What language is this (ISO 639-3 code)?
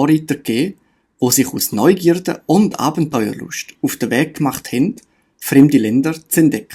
gsw